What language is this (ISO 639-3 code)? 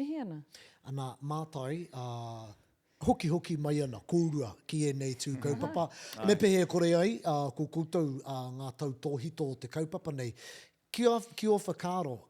mri